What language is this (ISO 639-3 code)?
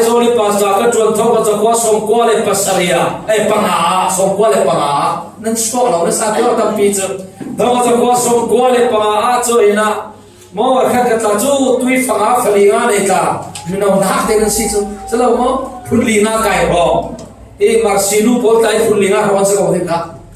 cfm